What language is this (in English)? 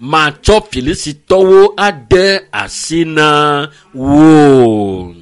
Ewe